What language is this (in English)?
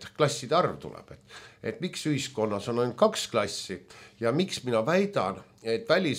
Estonian